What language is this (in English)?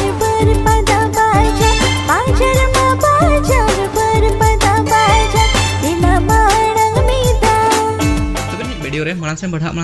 Santali